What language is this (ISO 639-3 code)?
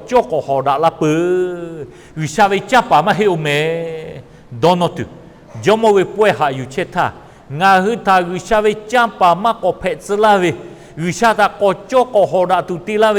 lhu